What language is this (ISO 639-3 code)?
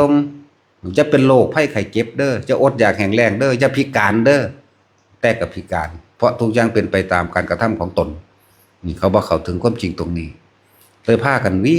tts